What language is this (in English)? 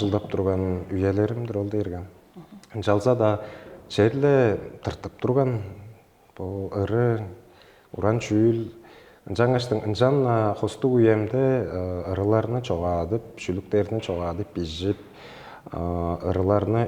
Tuvinian